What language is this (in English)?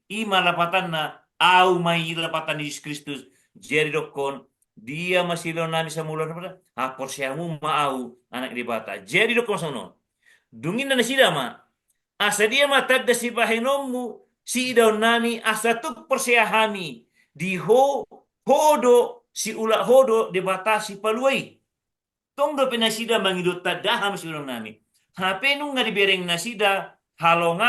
Batak Toba